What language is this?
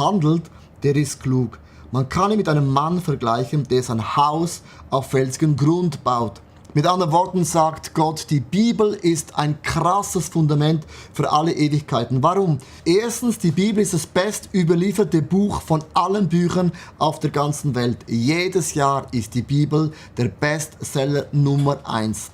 Swiss German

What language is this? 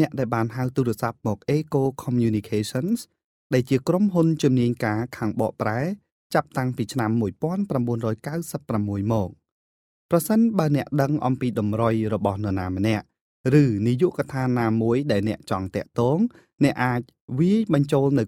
Khmer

